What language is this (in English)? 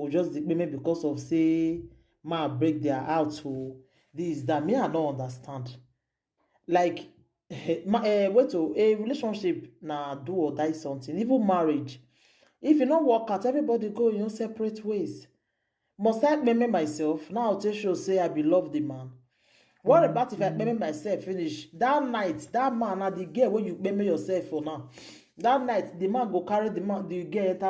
Nigerian Pidgin